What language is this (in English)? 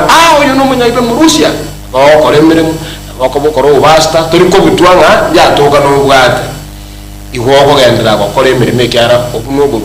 Gusii